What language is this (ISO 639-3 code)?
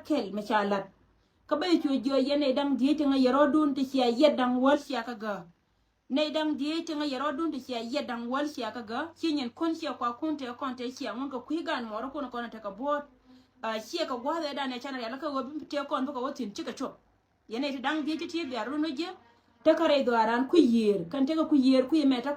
nus